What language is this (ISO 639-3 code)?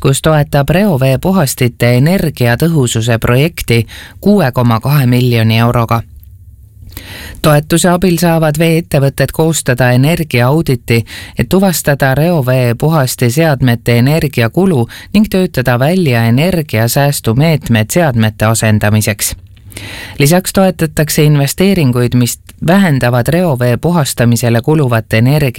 est